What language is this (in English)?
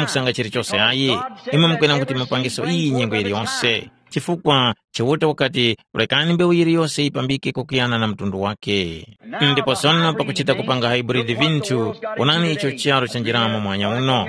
Tumbuka